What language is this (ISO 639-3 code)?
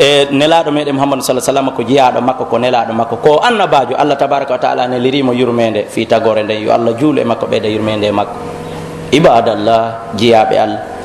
fuf